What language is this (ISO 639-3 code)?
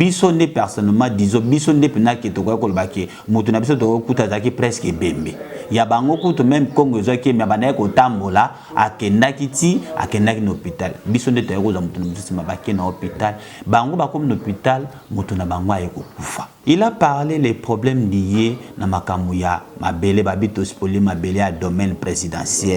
lin